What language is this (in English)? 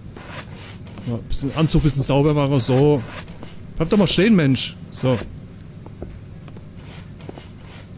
German